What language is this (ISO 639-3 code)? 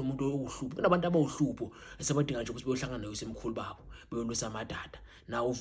zul